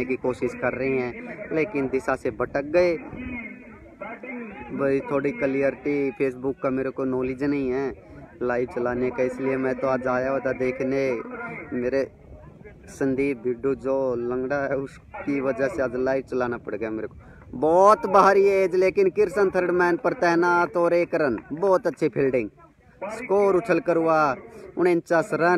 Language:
Hindi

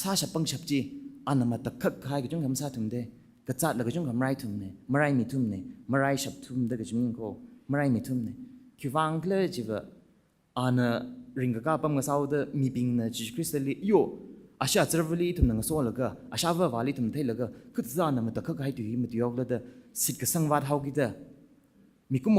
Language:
Tangkhul Naga (India)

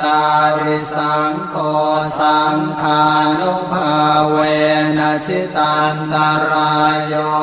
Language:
Pali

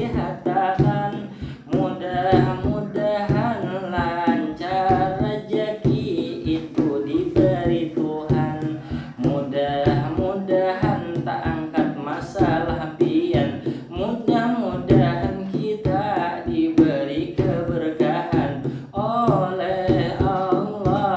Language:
Banjar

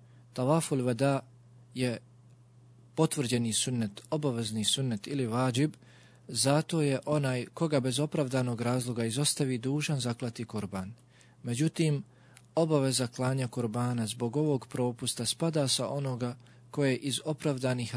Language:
Bosnian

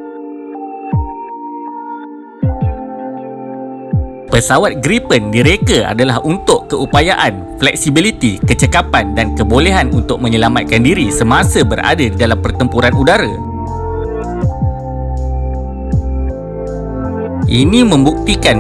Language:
Malay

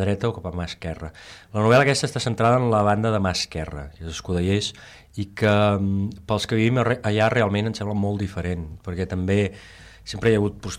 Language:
Catalan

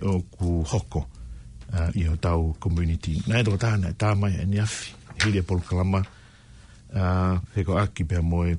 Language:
Tongan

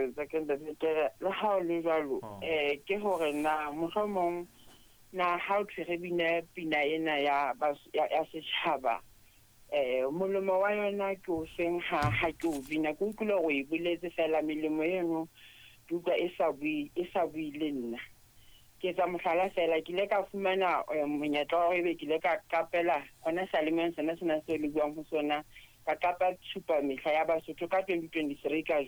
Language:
Southern Sotho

